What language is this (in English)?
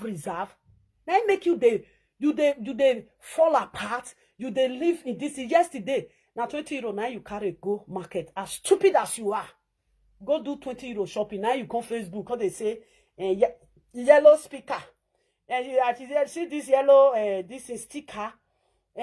Nigerian Pidgin